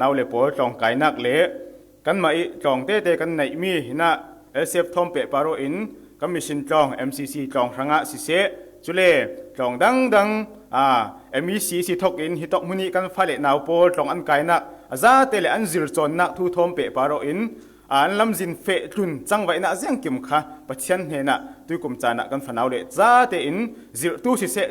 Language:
Falam Chin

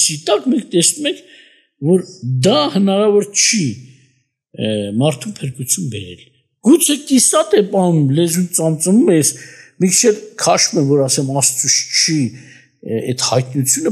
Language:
Armenian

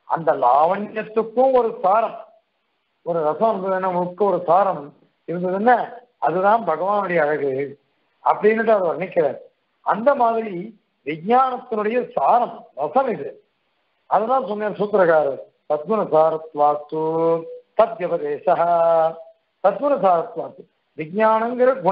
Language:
Tamil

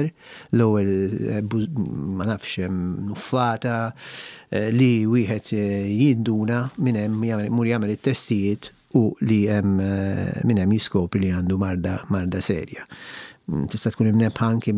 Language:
Maltese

